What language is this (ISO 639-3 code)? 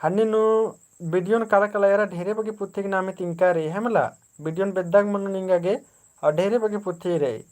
kru